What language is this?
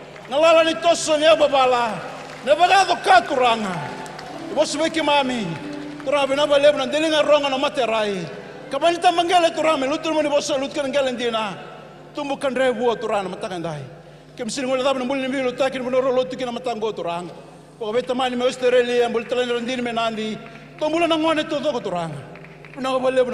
Fijian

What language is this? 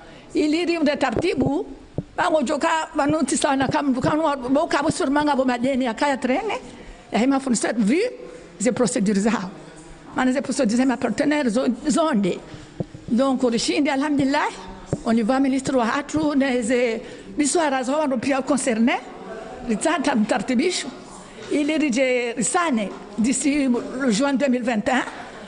Ngazidja Comorian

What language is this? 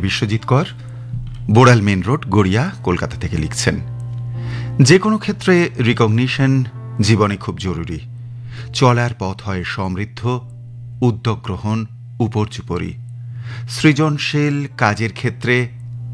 Bangla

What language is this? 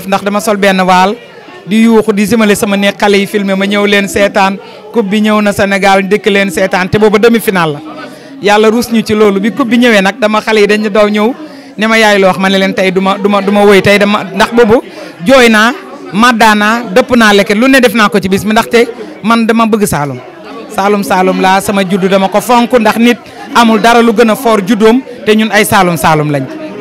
Wolof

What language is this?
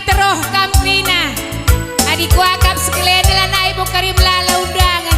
Batak Karo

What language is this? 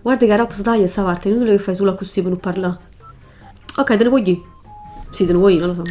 Neapolitan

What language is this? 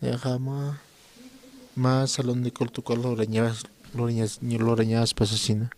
Aymara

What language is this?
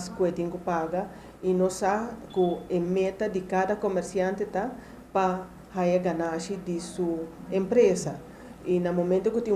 Papiamento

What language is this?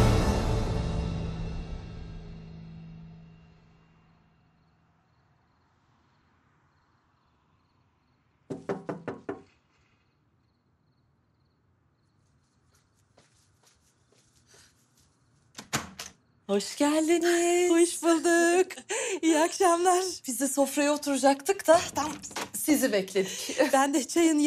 Turkish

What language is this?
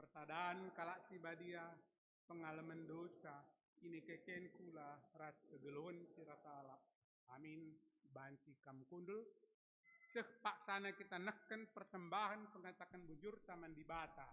Batak Karo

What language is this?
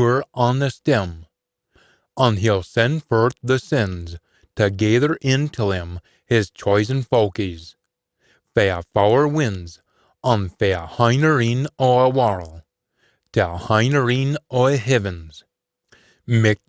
Scots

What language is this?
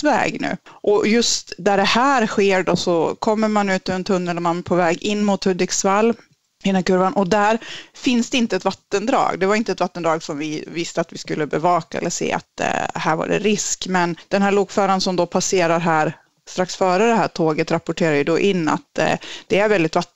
Swedish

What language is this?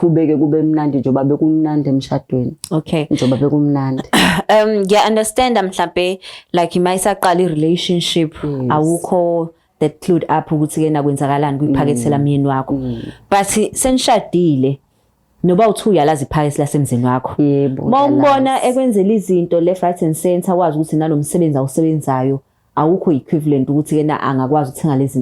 Zulu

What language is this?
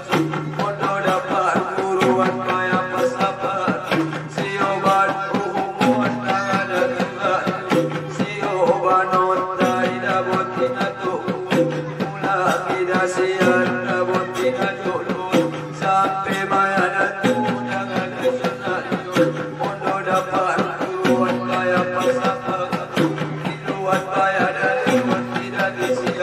Batak Angkola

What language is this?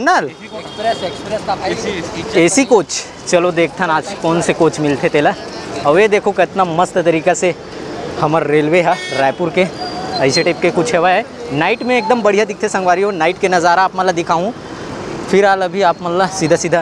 Chhattisgarhi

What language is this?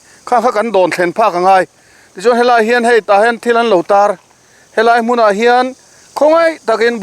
Mizo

